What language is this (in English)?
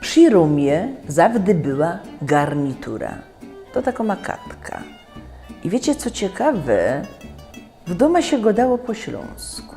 Silesian